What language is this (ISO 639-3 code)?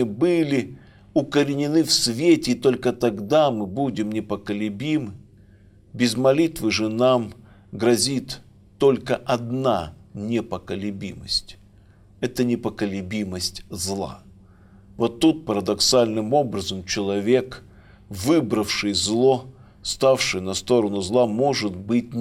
rus